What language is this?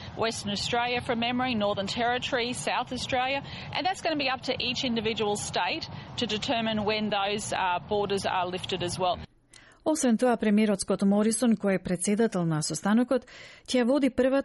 Macedonian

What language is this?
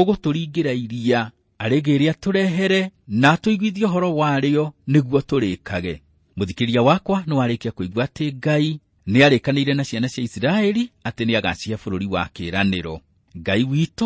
Kikuyu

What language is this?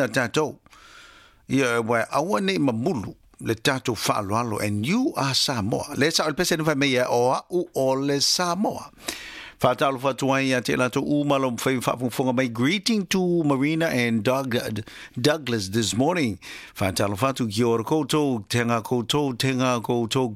Samoan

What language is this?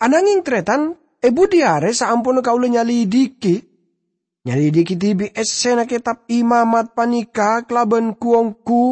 Madurese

